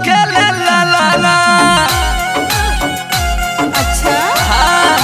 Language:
Bhojpuri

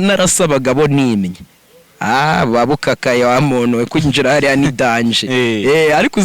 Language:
Kinyarwanda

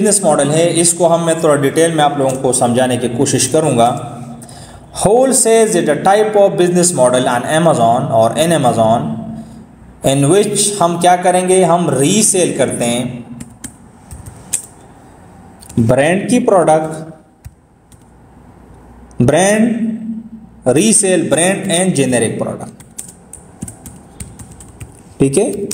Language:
Hindi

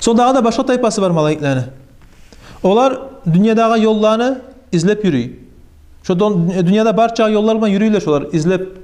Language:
Kumyk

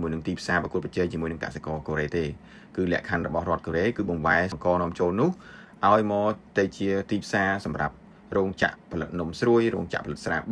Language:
Khmer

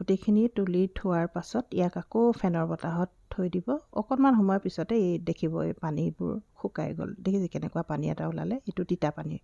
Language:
Assamese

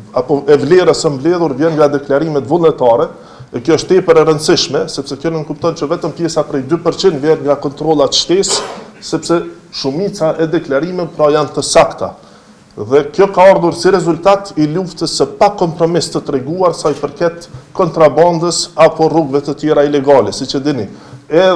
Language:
Albanian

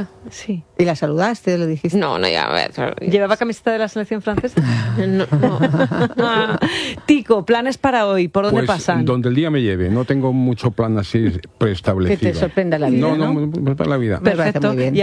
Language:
Spanish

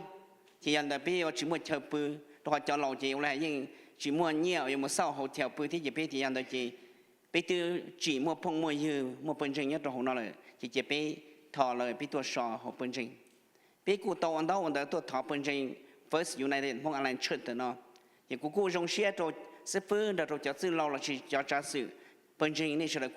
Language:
Hmong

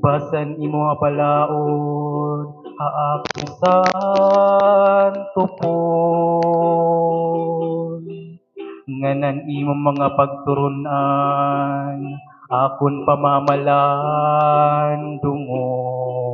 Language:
Waray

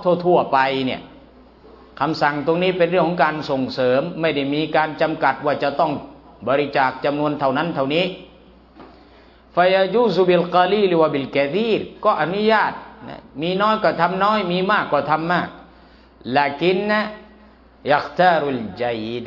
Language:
Thai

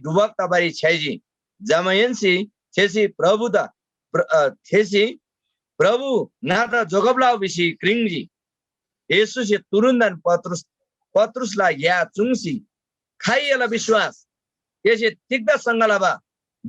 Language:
Eastern Tamang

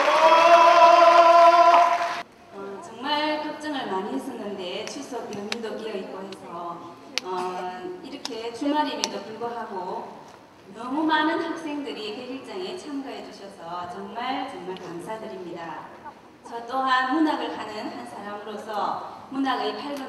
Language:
Korean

